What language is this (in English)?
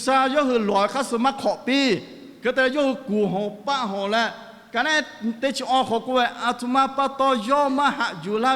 Lahu